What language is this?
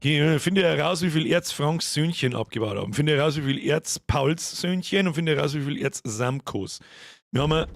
Bavarian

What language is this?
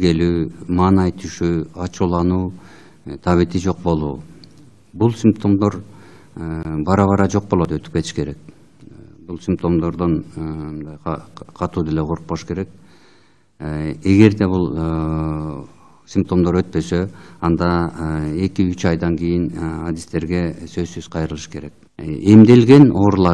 Kyrgyz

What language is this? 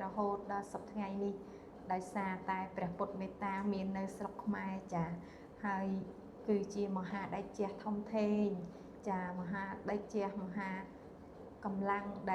Khmer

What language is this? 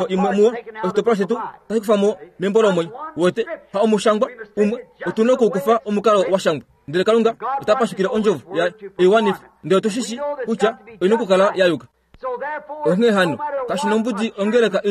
Kuanyama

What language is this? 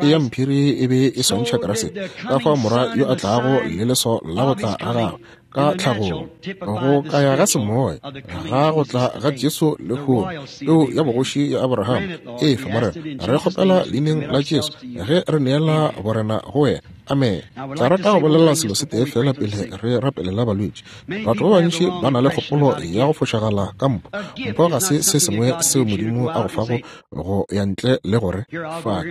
Northern Sotho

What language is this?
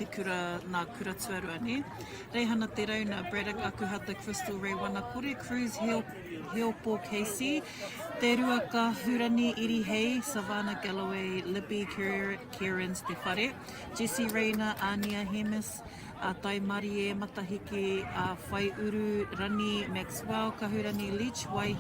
Māori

